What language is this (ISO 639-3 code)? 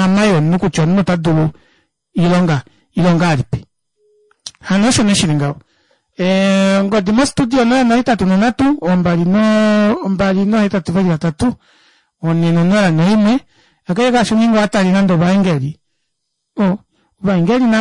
kua